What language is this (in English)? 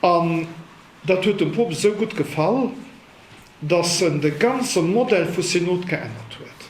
Luxembourgish